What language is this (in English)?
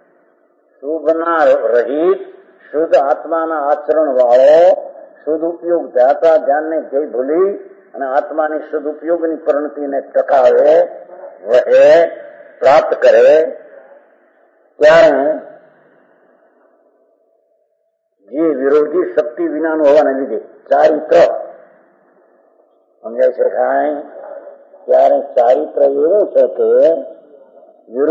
Gujarati